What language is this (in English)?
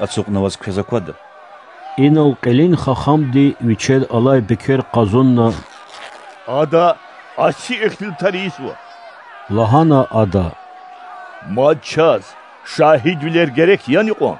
Lezghian